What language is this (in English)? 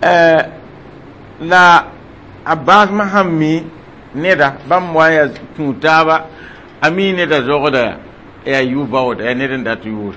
Mossi